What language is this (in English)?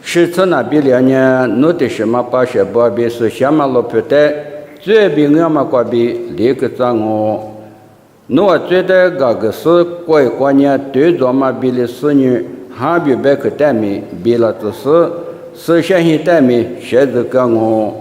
Lisu